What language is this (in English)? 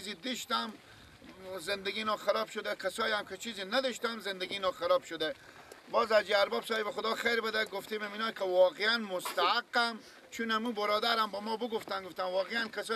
Persian